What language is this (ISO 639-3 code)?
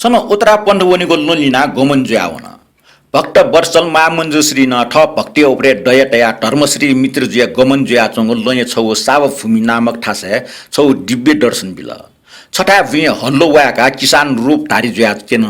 new